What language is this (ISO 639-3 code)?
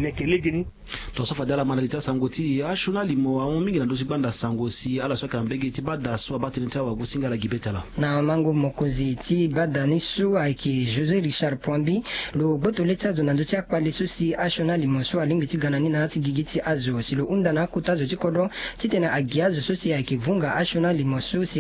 sag